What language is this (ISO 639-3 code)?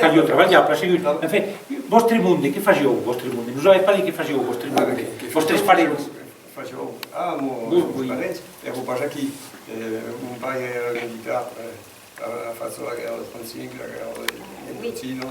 oci